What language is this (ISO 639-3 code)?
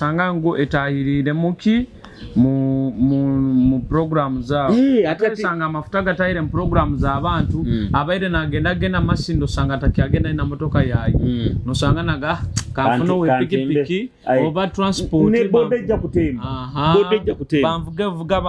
nyo